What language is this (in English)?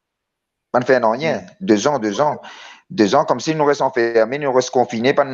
Morisyen